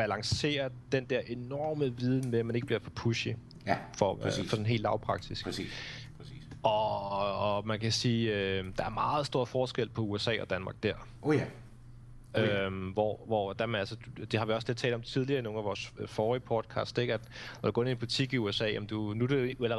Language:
Danish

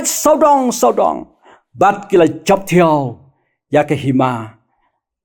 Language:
Khasi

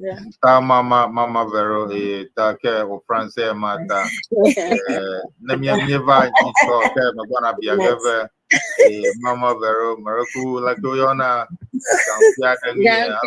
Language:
Ewe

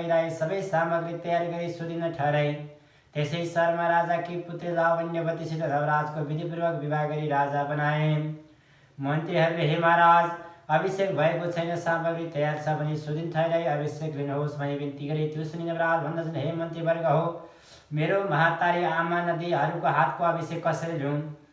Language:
Nepali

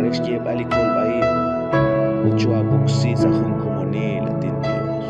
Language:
Kekchí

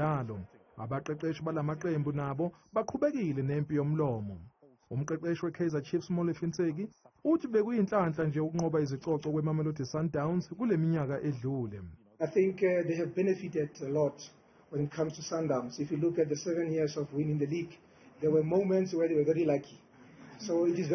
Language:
Zulu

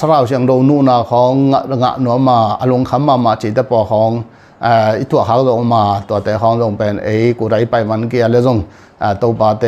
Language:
Tedim Chin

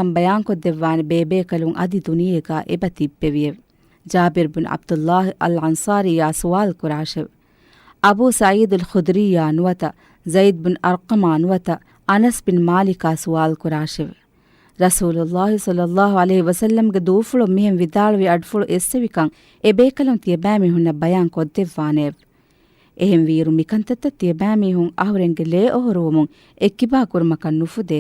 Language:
Divehi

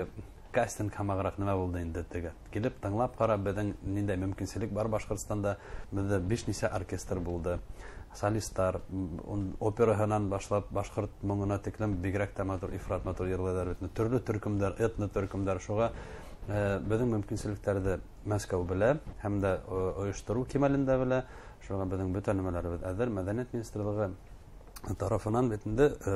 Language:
Bashkir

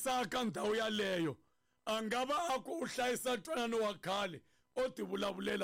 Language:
Tsonga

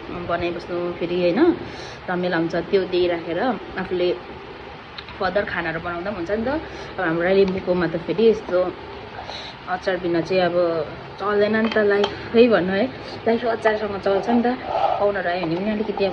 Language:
Nepali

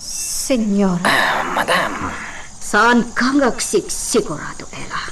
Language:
Iloko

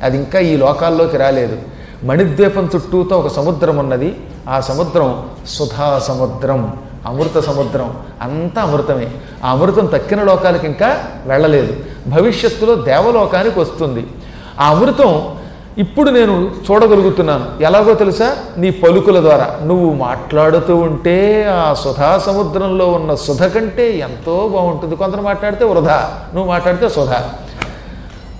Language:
Telugu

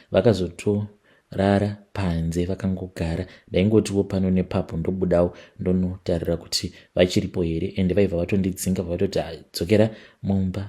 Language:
Shona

